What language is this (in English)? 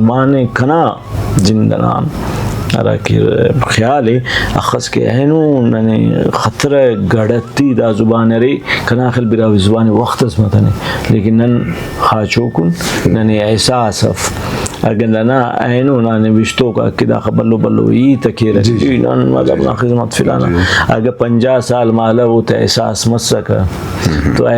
Brahui